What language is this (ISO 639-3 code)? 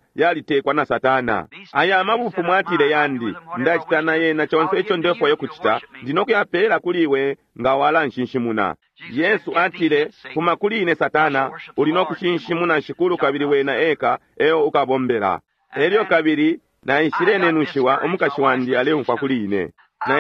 bem